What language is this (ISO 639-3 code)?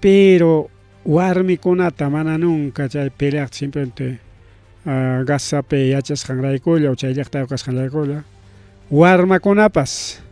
quy